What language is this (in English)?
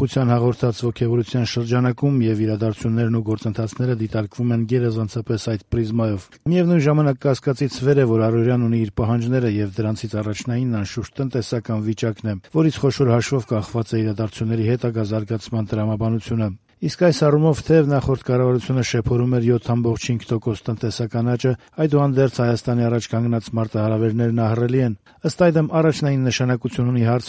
Armenian